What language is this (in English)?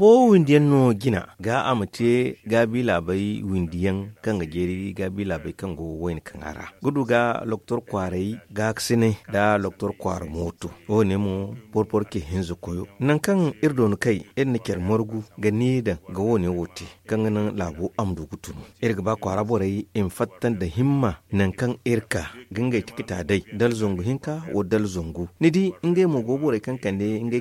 Zarma